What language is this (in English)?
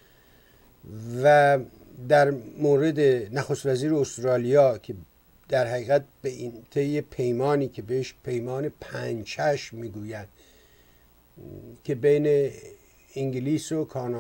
Persian